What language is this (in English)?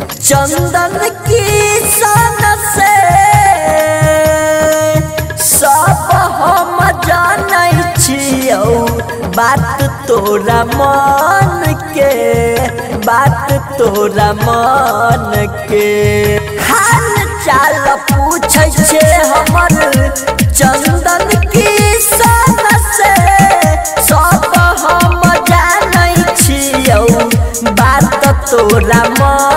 Bhojpuri